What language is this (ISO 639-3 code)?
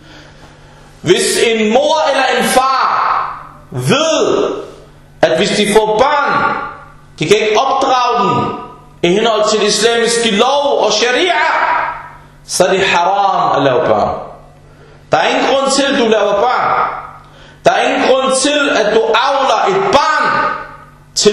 dan